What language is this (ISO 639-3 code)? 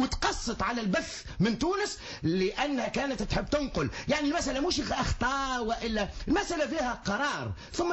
aeb